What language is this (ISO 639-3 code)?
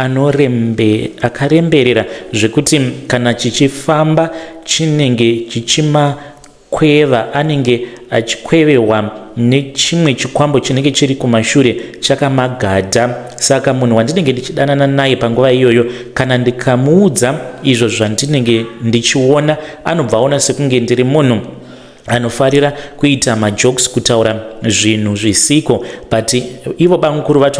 sna